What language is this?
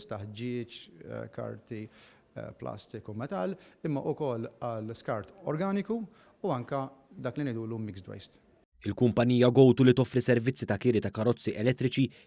Maltese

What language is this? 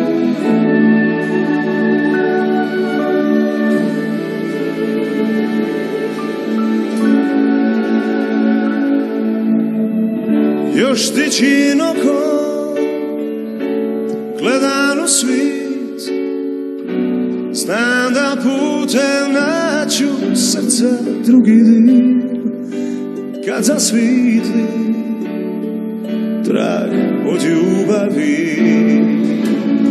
Croatian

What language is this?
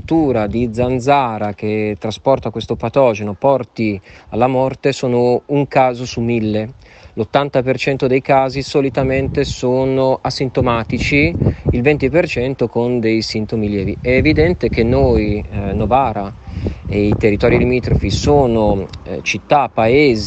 Italian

